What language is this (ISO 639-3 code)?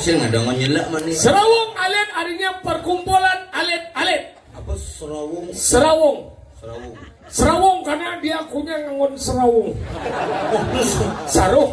ban